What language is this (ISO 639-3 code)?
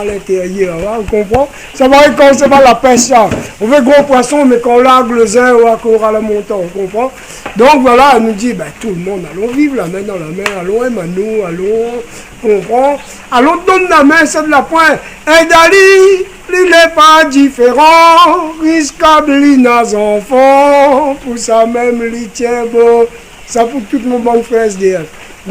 rcf